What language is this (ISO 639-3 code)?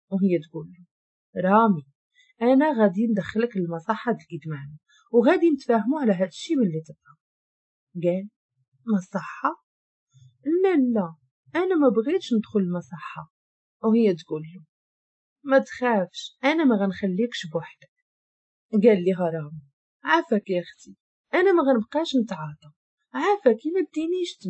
ary